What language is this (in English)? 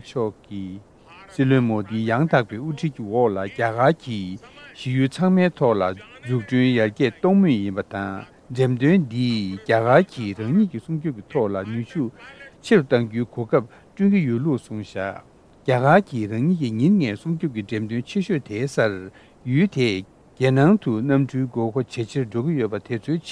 Tibetan